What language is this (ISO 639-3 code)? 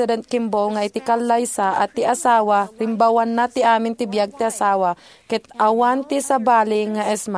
ilo